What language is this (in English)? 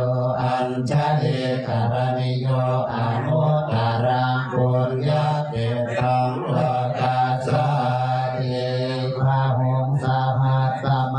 Pali